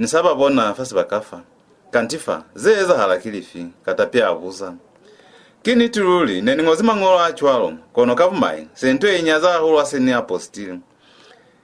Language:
Lozi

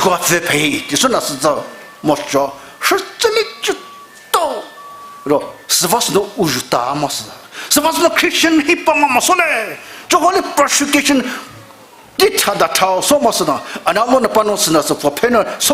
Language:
Poumei Naga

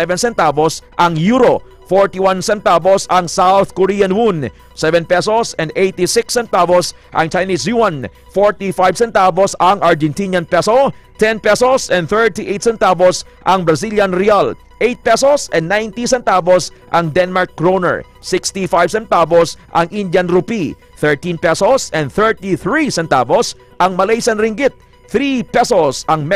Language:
Hiligaynon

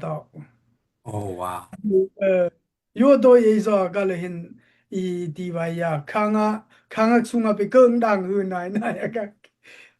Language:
Daai Chin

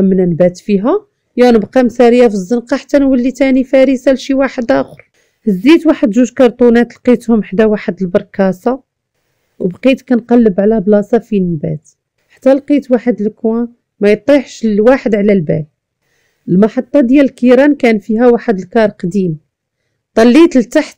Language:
Moroccan Arabic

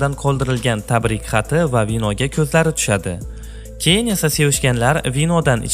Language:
Uzbek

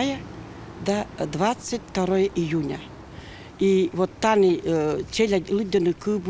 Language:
Komi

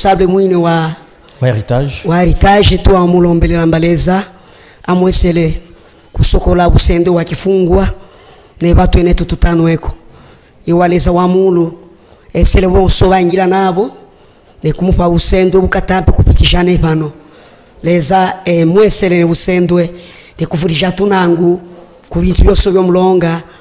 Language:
Luba-Katanga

